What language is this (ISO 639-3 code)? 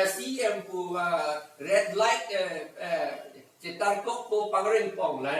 mjw